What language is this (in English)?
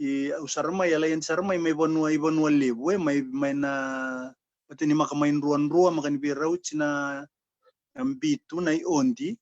Fijian